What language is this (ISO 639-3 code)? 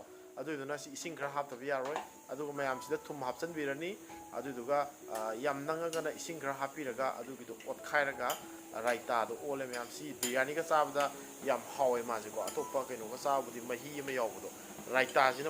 mni